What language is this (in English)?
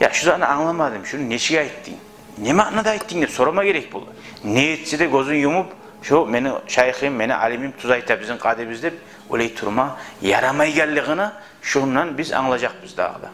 Kumyk